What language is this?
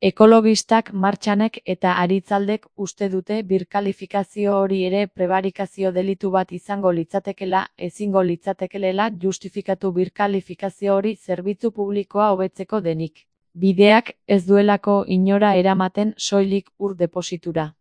Basque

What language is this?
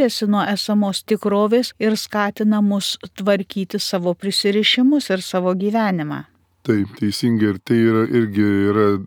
Lithuanian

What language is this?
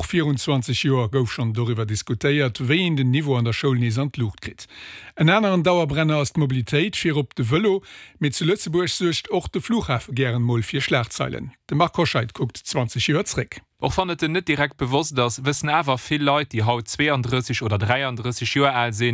Luxembourgish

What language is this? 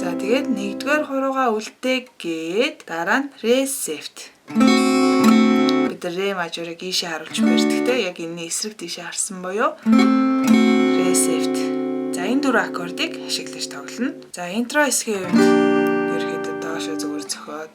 Mongolian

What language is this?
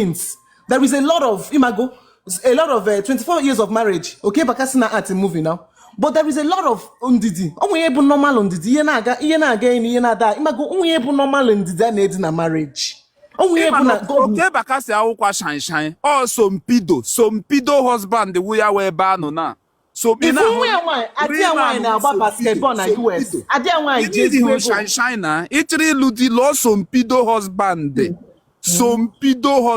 Igbo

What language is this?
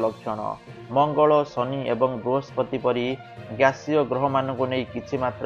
Odia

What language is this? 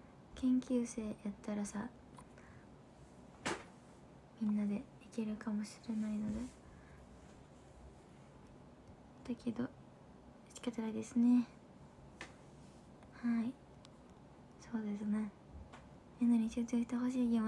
Japanese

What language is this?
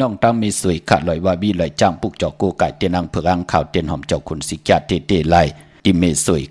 Shan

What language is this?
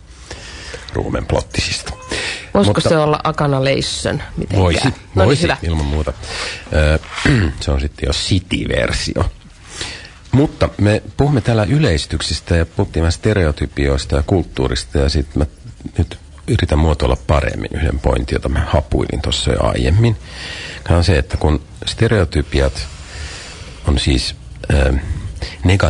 Finnish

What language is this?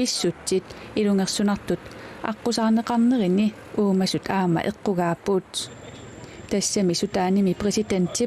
Kalaallisut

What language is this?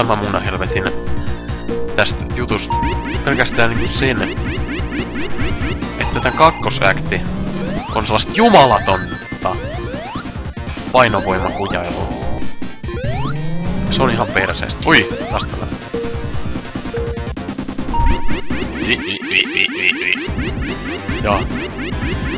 Finnish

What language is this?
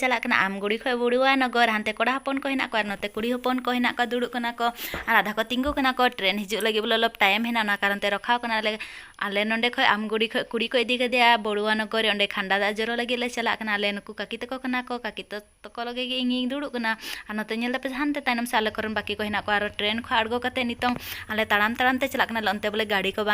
Santali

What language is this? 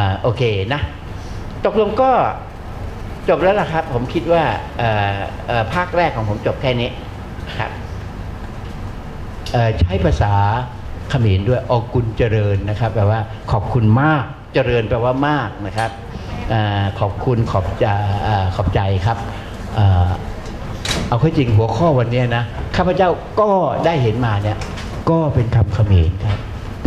Thai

